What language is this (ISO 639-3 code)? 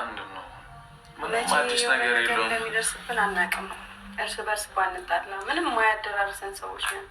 amh